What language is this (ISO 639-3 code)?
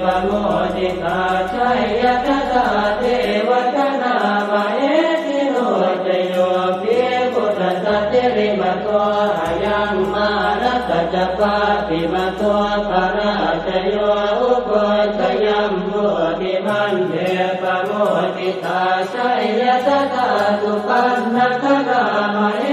pli